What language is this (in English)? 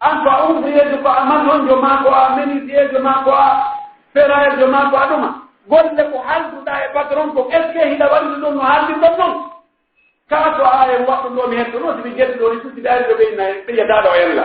Pular